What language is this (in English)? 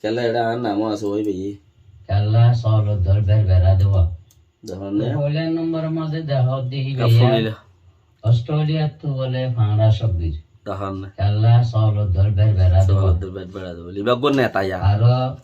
Rohingya